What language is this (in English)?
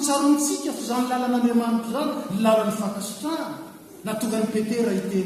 Malagasy